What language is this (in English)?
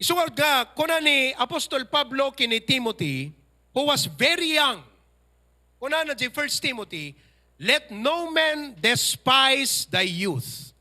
Iloko